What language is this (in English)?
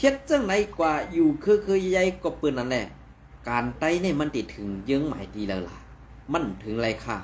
Shan